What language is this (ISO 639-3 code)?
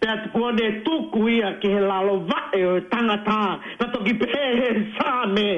ton